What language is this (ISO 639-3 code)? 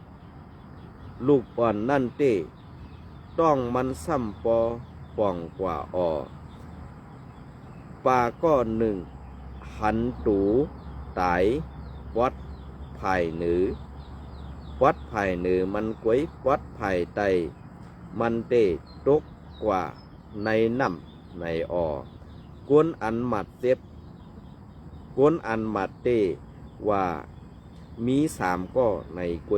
shn